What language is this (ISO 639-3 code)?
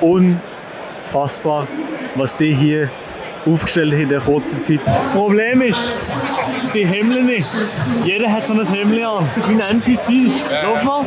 gsw